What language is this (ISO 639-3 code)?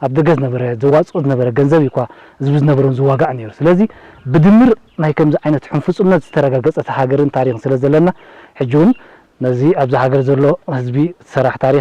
tir